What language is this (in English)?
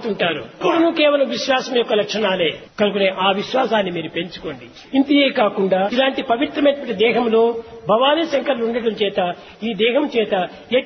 Telugu